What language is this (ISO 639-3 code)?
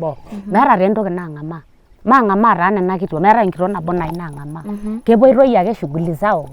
mas